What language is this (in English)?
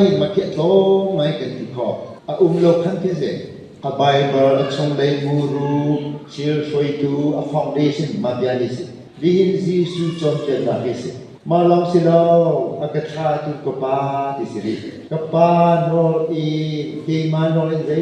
Hakha Chin